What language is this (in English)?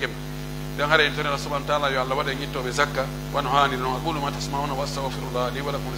Pular